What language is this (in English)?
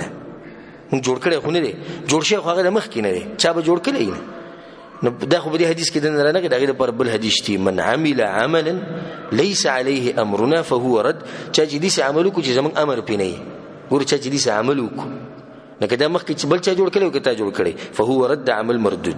Pashto